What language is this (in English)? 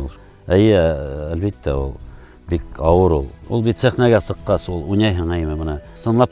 Bashkir